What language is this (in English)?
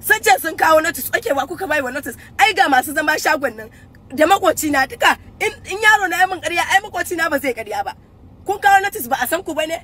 Hausa